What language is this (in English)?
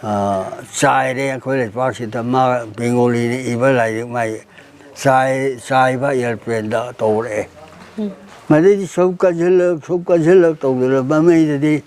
Manipuri